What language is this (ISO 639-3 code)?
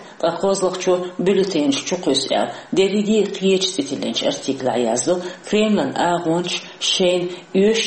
che